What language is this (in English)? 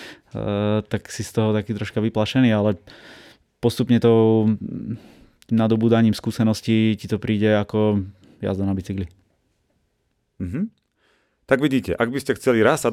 Slovak